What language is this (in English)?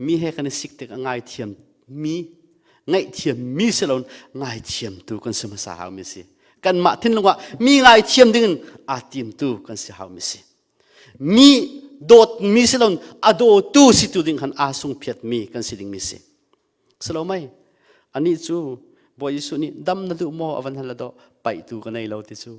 Hakha Chin